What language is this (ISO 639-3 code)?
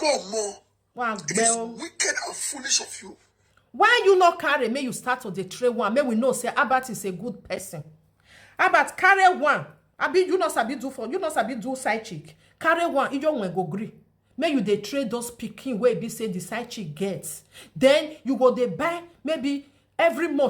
pcm